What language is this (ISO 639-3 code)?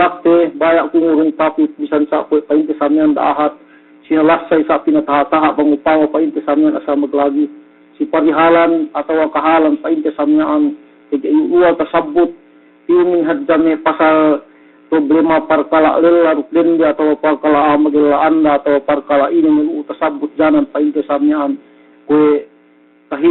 yka